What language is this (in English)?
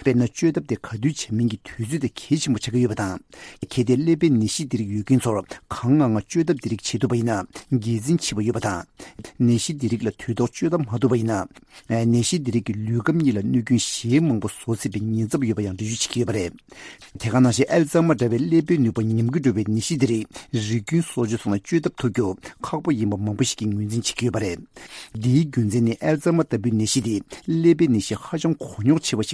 Tibetan